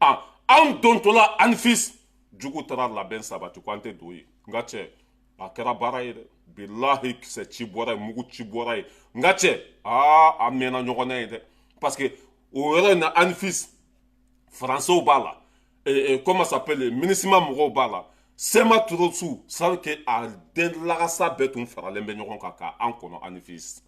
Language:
Bambara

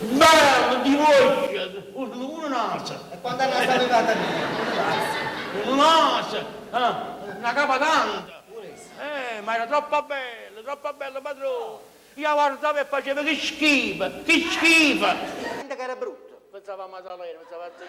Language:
Neapolitan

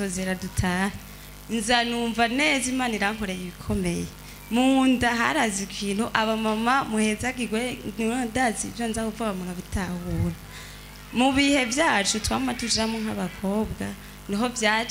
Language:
Rundi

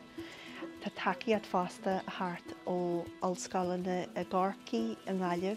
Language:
Irish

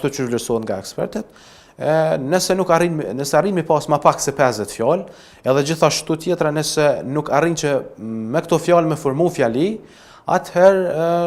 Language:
Albanian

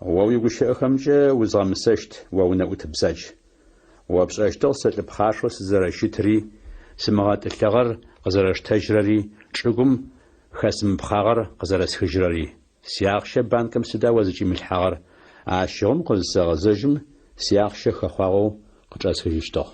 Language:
Adyghe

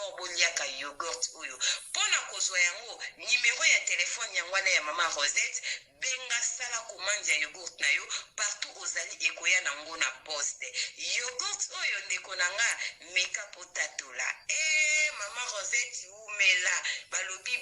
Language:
Lingala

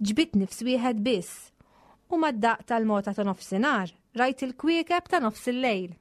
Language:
Maltese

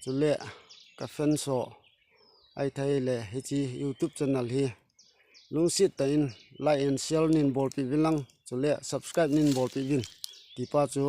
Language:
Thado Chin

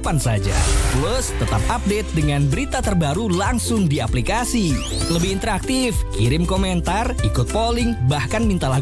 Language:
Indonesian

